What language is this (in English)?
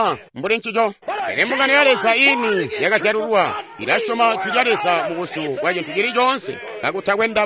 Tonga (Zambia)